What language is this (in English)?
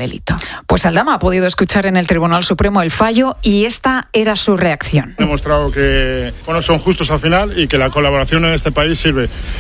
Spanish